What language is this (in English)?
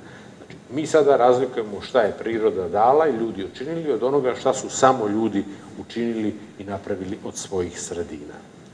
Serbian